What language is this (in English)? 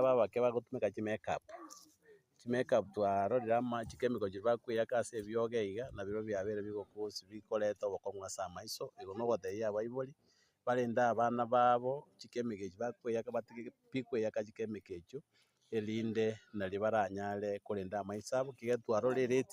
Gusii